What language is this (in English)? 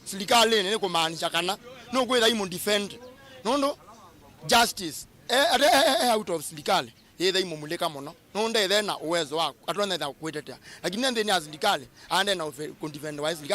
Kamba